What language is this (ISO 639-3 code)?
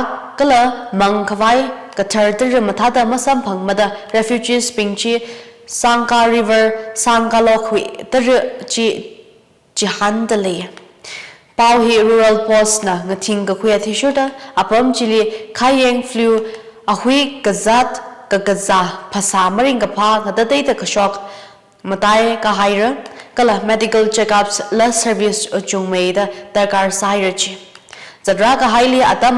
nmf